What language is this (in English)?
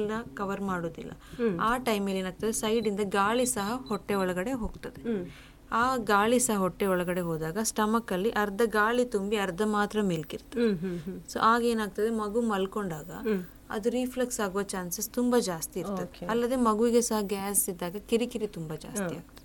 Kannada